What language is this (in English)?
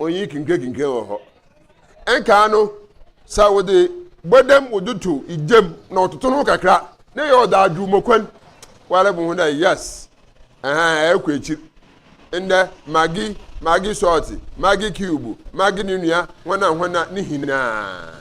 Akan